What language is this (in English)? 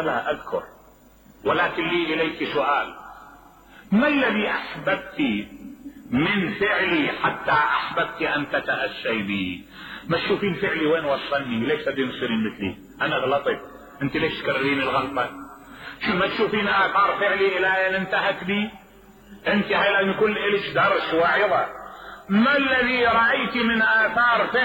Mesopotamian Arabic